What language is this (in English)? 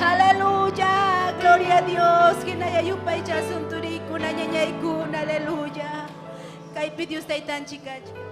Ayacucho Quechua